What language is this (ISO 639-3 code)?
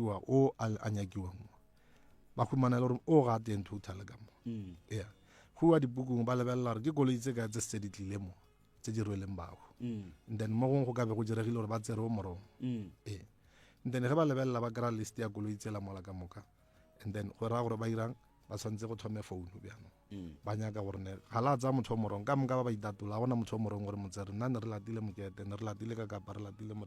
nso